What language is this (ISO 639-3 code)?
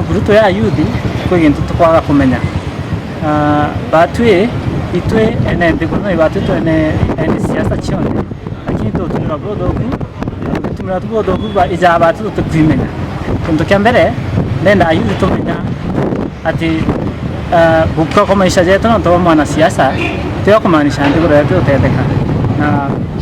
mer